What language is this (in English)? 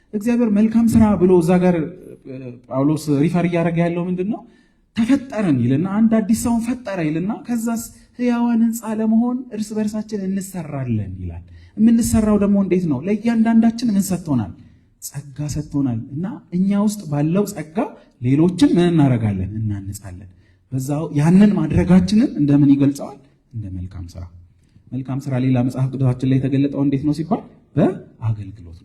Amharic